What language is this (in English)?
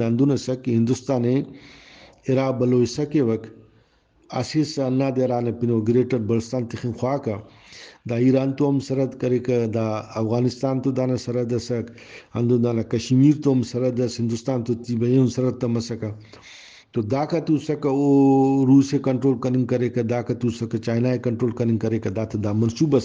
Brahui